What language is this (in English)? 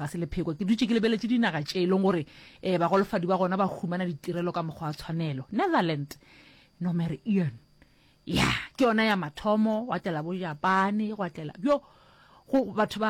Northern Sotho